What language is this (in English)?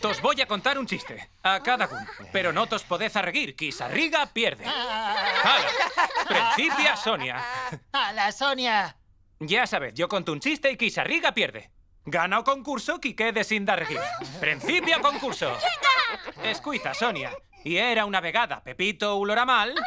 Aragonese